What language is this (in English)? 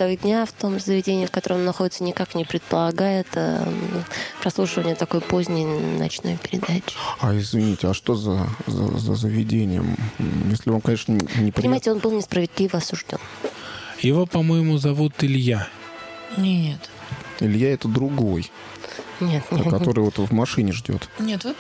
Russian